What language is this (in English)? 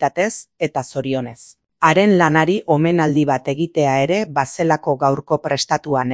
Basque